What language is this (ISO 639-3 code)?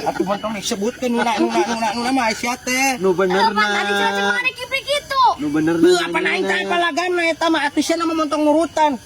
sun